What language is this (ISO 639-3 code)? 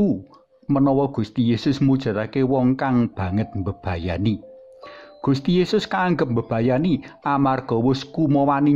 jav